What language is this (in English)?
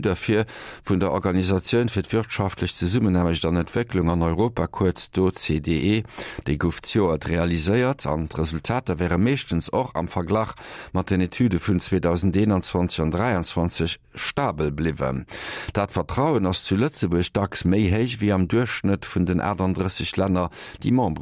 Luxembourgish